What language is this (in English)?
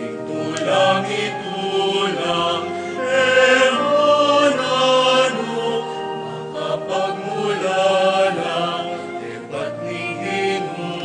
Pampanga